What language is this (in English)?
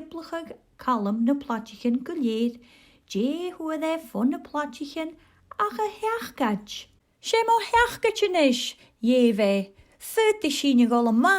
Scottish Gaelic